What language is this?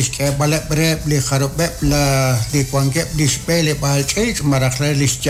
Kekchí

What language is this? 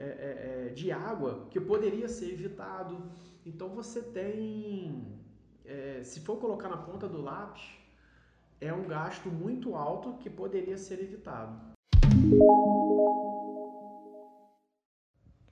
Portuguese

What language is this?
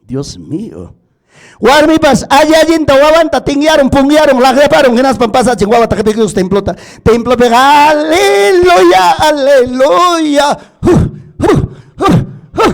Ayacucho Quechua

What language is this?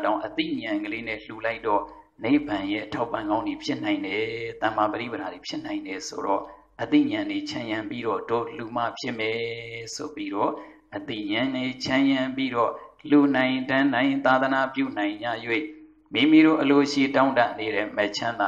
Burmese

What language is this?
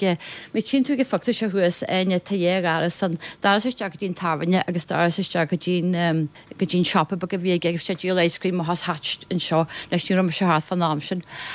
Irish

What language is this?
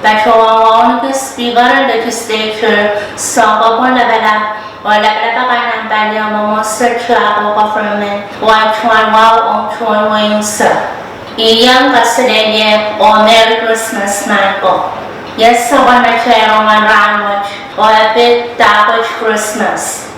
Pohnpeian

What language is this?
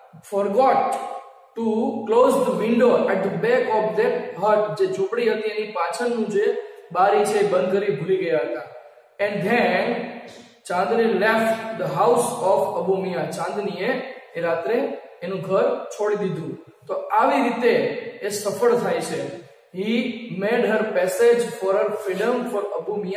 Gujarati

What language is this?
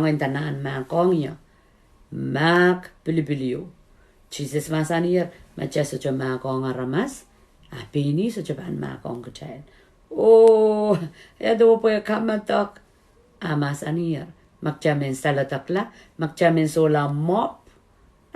Pohnpeian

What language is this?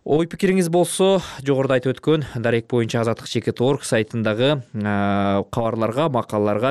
Kyrgyz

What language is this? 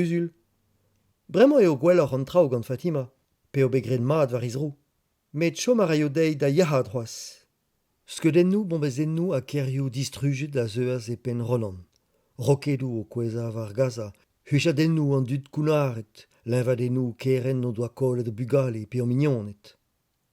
Breton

